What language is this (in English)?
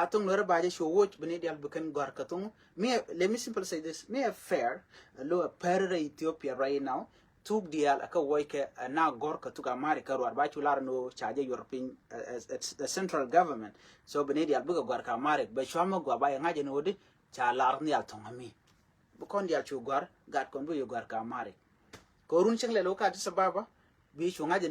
Nuer